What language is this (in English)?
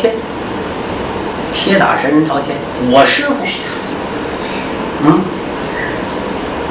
Chinese